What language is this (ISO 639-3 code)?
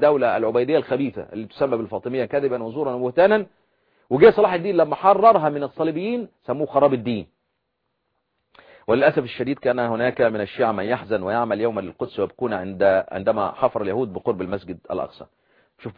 ara